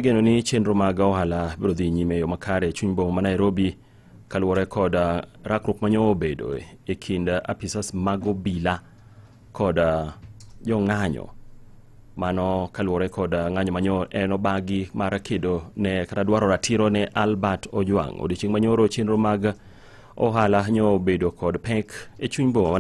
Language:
Luo (Kenya and Tanzania)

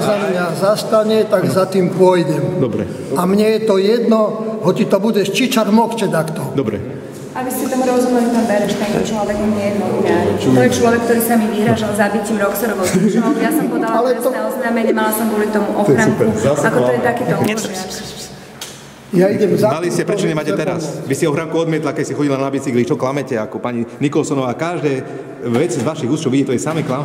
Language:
Slovak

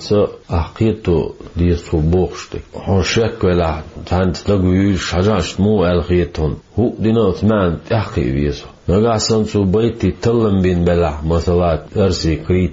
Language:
Chechen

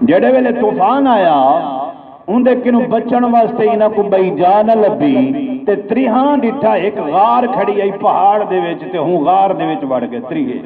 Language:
Saraiki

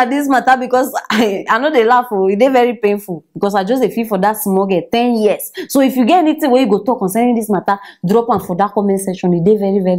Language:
Nigerian Pidgin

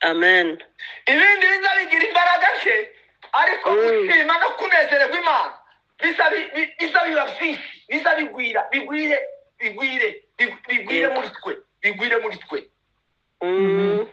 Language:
Kinyarwanda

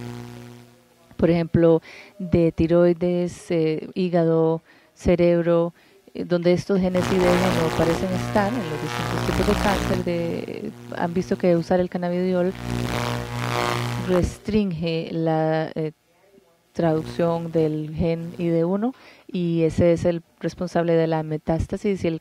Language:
Spanish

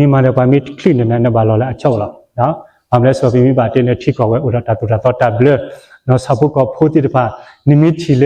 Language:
S'gaw Karen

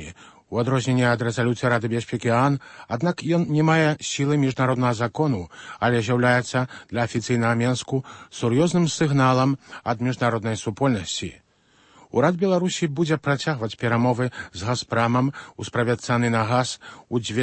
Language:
Belarusian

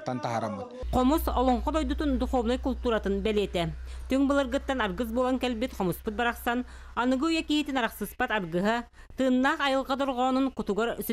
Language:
Yakut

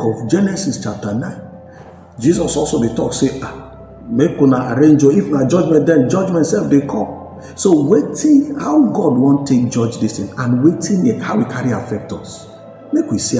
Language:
Nigerian Pidgin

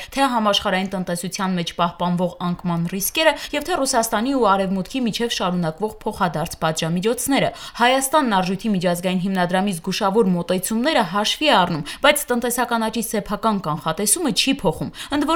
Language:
Armenian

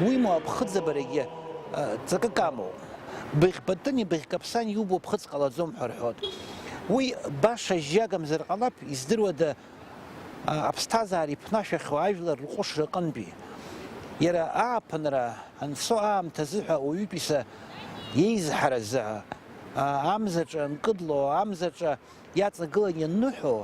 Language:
Abkhazian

